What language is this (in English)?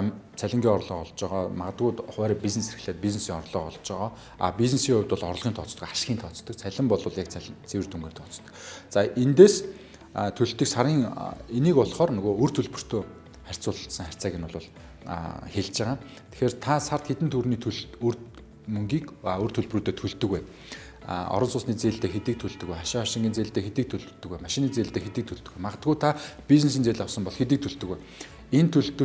Mongolian